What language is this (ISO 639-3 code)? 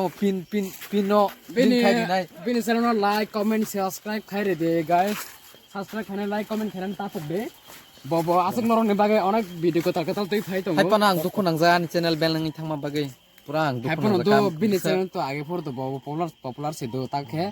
trp